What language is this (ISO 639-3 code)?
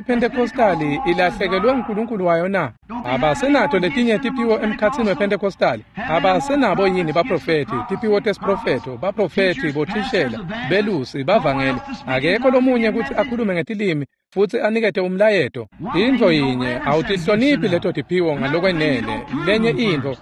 ssw